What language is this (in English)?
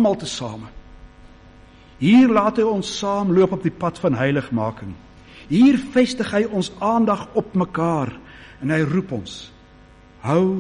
Afrikaans